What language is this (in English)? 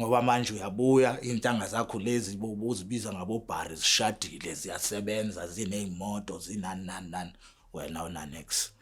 Zulu